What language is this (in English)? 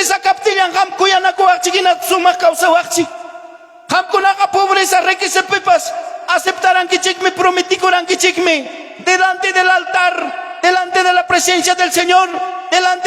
Ayacucho Quechua